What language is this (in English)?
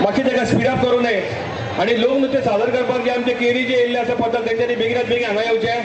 Konkani